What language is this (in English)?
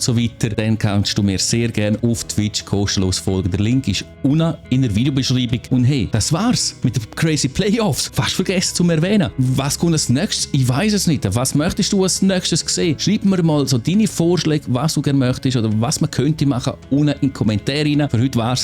Swiss German